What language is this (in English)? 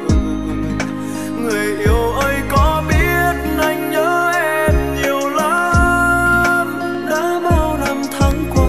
Vietnamese